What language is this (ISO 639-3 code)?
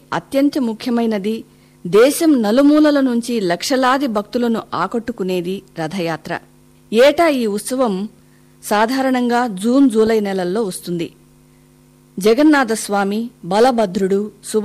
tel